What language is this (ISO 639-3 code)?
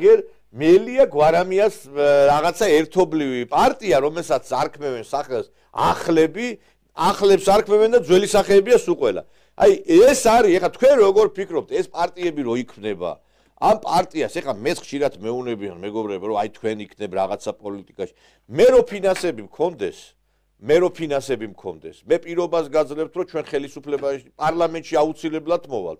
kat